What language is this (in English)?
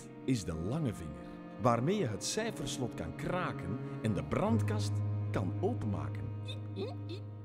Dutch